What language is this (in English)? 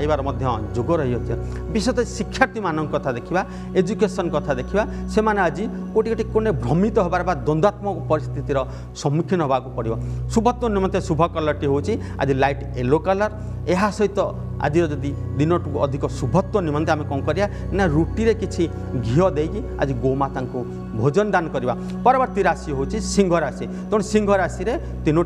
Odia